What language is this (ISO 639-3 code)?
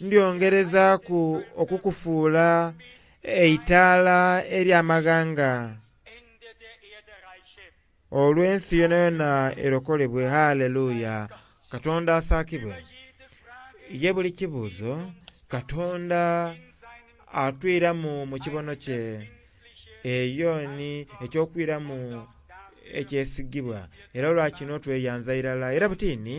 xog